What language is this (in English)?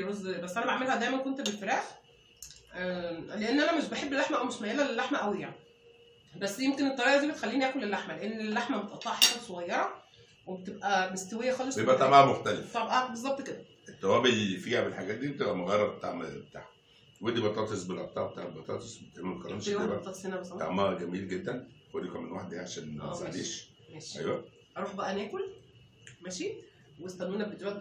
Egyptian Arabic